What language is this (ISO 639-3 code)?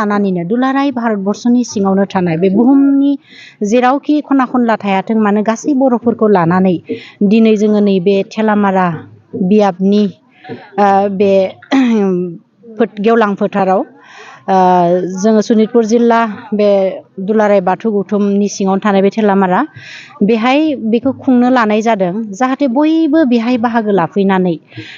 brx